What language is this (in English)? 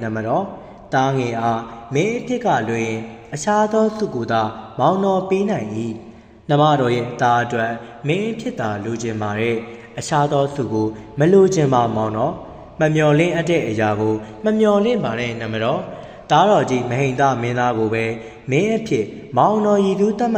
Burmese